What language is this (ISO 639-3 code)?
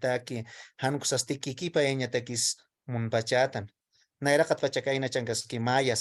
aym